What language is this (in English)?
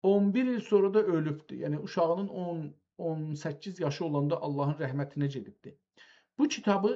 South Azerbaijani